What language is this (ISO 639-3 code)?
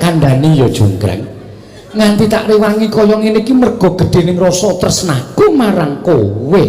jav